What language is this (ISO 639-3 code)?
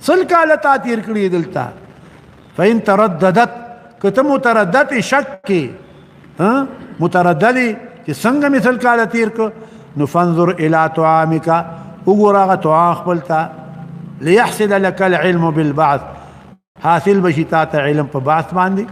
pus